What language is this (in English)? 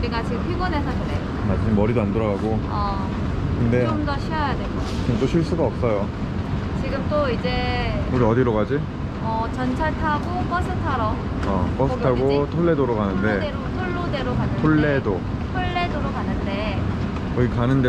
Korean